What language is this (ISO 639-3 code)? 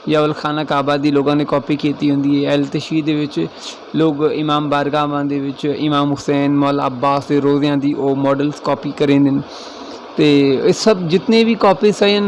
skr